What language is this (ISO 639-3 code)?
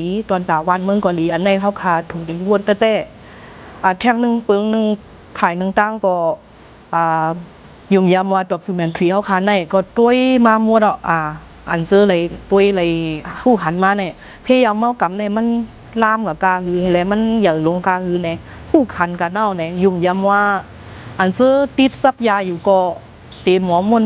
shn